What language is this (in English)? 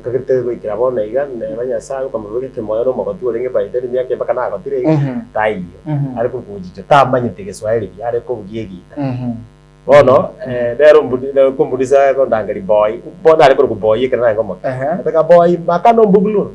Gusii